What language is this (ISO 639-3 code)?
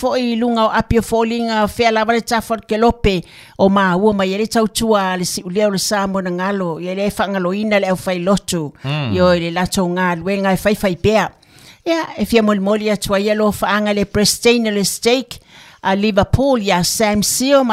smo